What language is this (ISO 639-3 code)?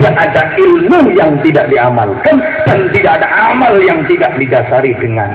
jav